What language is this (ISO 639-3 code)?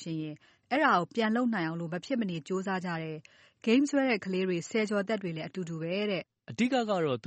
mya